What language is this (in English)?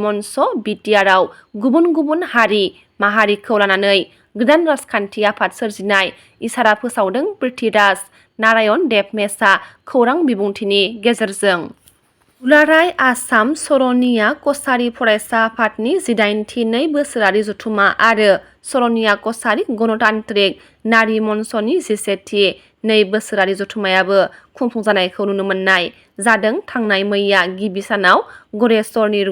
Bodo